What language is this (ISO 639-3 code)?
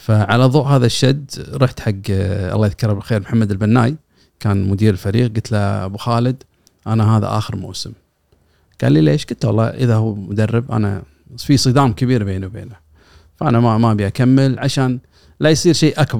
afb